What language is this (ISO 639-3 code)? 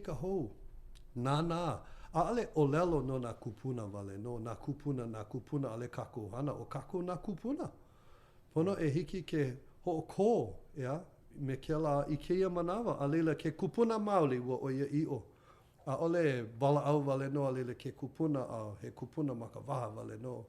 haw